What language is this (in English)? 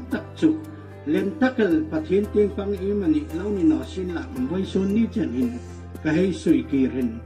Hmar